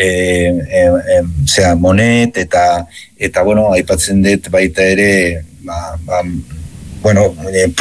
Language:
Basque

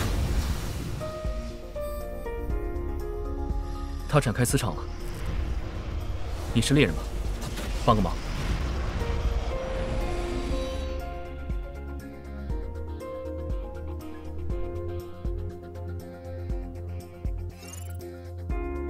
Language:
Chinese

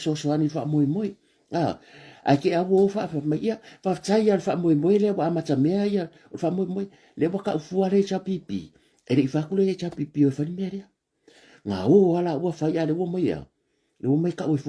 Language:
Samoan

